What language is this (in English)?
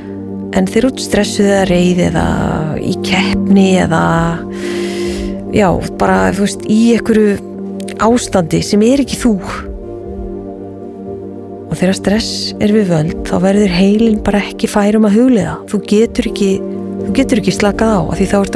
Icelandic